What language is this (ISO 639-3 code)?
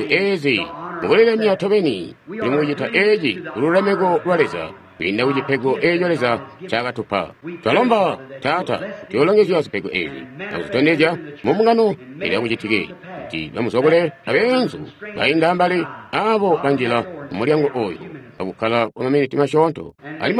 toi